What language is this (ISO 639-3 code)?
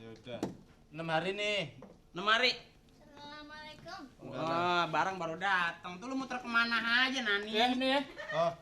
bew